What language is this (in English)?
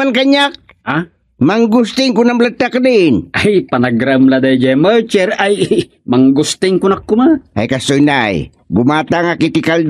Iloko